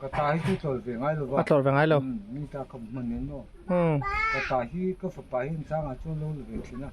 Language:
Mizo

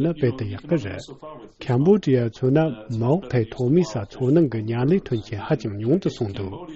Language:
Tibetan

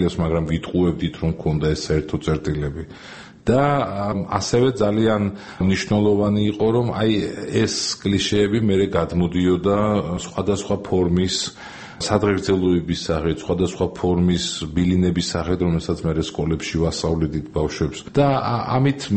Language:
Georgian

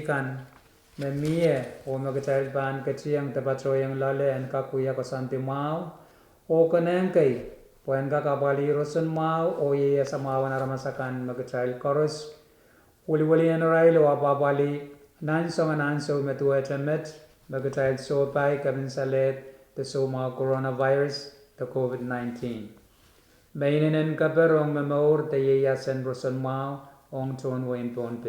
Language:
Pohnpeian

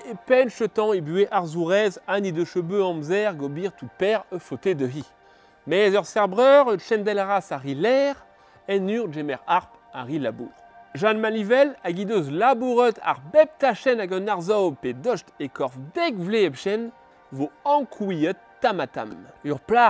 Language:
Breton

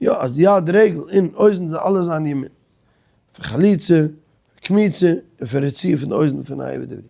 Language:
Yiddish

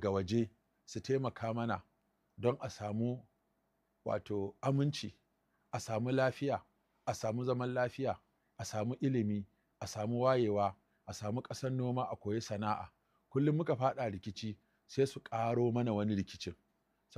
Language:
Hausa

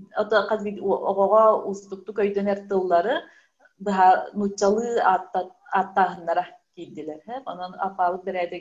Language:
Yakut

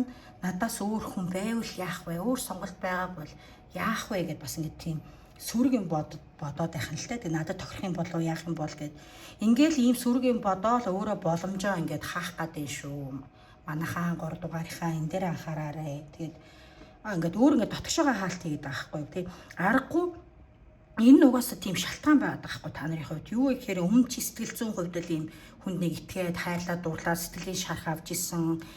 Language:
Mongolian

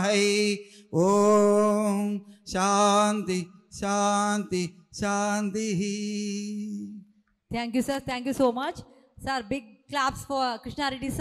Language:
Telugu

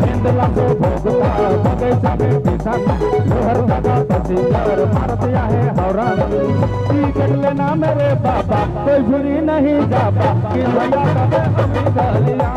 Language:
Sadri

